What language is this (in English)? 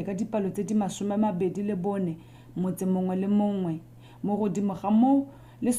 Tswana